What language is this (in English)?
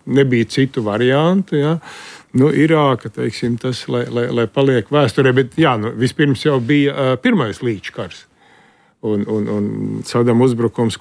Latvian